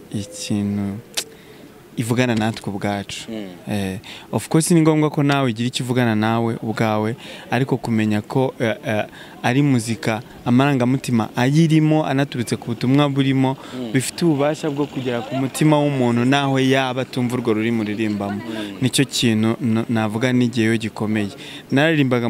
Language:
Kinyarwanda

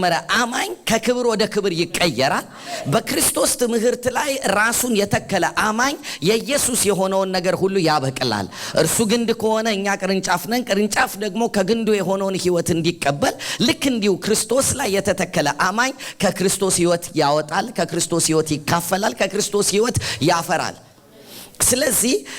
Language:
Amharic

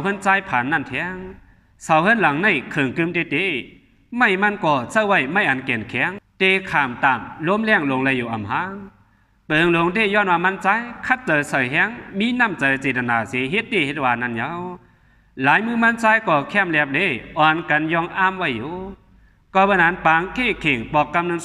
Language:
Shan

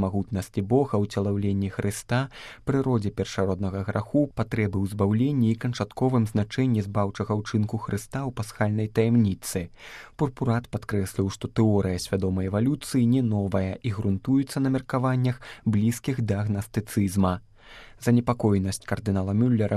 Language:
Belarusian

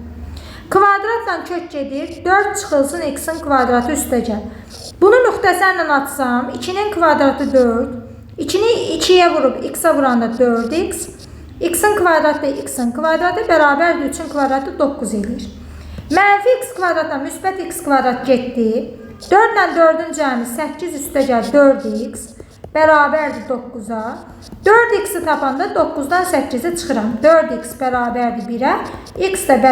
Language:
Azerbaijani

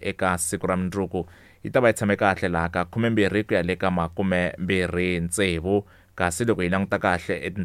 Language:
Tsonga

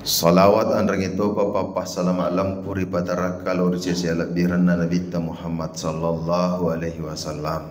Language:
Buginese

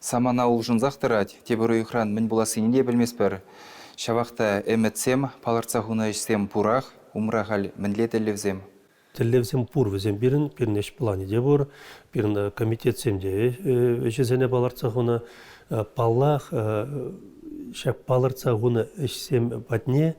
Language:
Chuvash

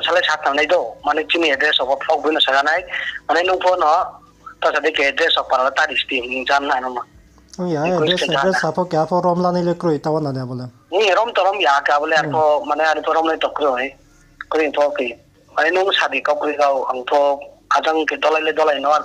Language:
Riang (India)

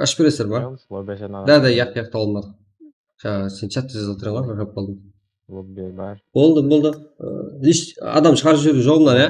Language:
Kara-Kalpak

